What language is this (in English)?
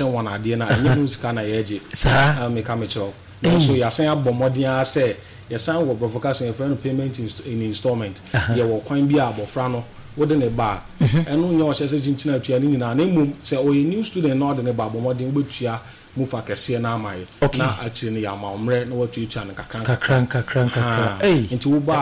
Akan